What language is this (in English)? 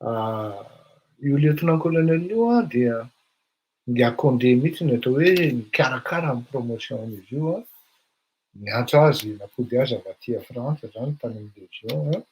Malagasy